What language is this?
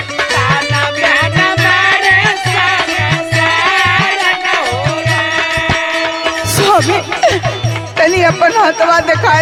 Bhojpuri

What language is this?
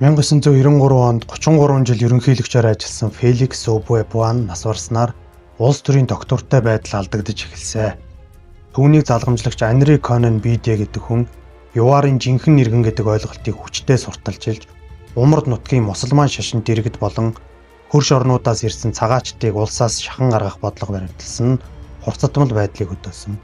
Mongolian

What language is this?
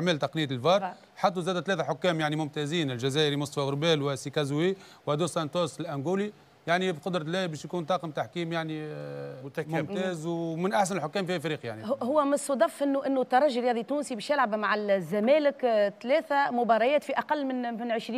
Tunisian Arabic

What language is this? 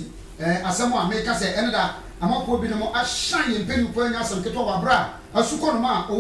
Akan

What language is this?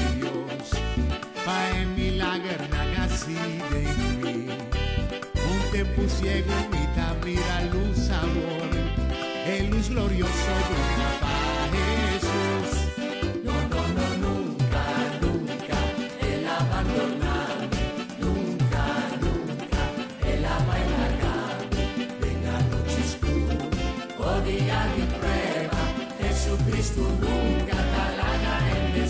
Papiamento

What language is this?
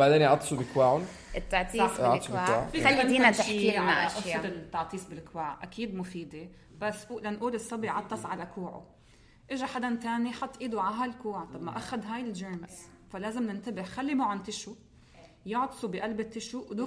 North Levantine Arabic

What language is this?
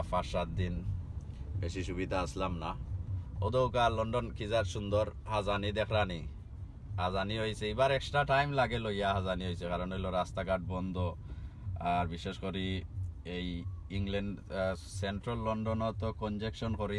Sylheti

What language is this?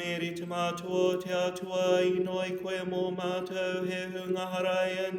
Māori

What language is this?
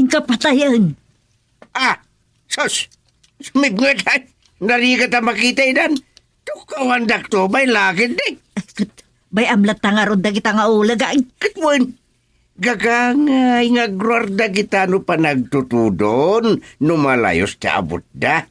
Iloko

